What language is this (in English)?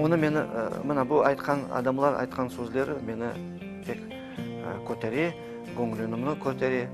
Crimean Tatar